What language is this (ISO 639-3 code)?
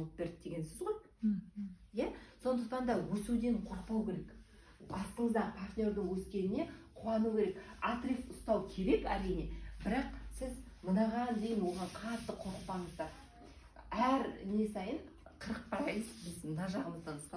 kaz